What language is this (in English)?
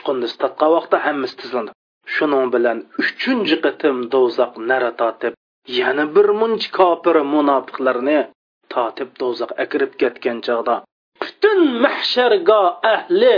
Uyghur